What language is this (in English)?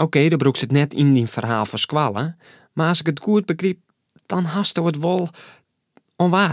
Western Frisian